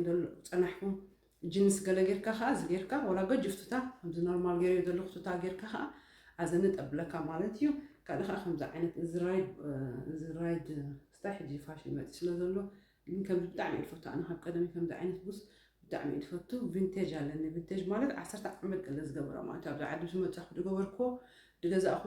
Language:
Tigrinya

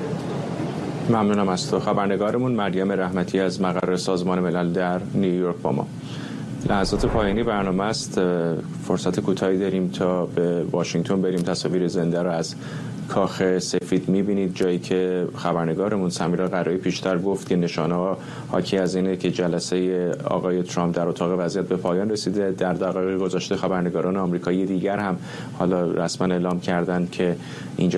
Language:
Persian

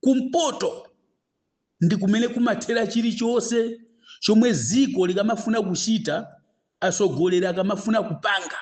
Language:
Nyanja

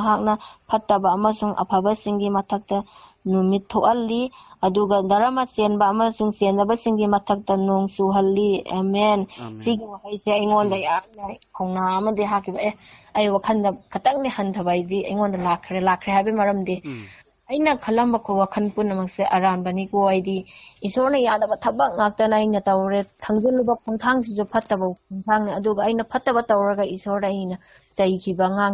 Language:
Manipuri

